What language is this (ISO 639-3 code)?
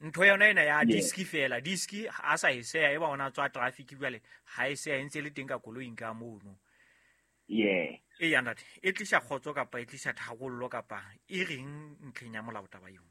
sot